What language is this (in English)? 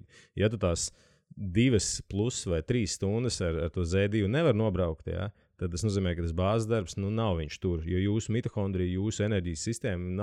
Latvian